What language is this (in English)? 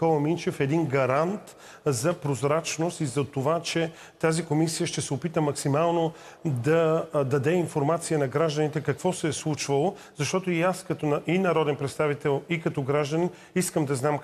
Bulgarian